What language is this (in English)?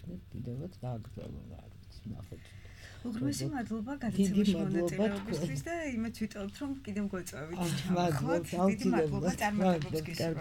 Georgian